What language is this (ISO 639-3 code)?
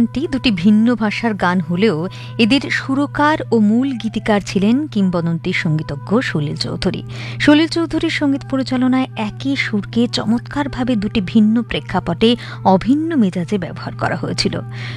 ben